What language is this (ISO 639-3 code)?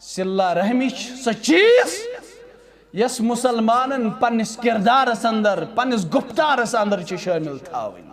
kas